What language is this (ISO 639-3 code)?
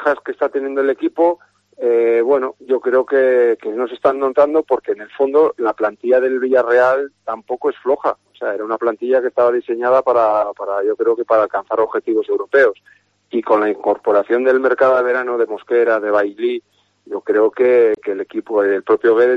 spa